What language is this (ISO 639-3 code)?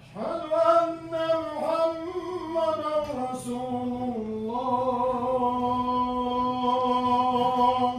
che